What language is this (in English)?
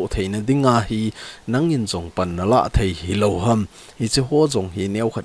Thado Chin